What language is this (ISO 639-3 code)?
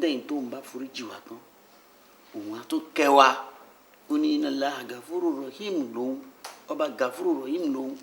yor